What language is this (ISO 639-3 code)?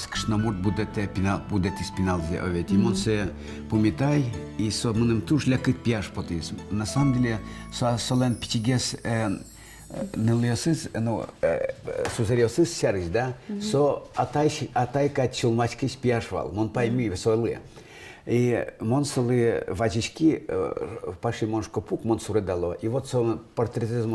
udm